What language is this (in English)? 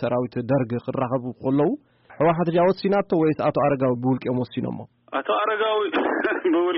Tigrinya